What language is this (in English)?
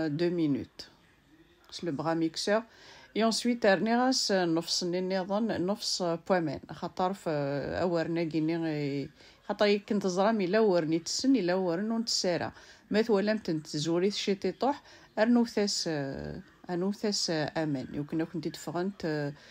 Kabyle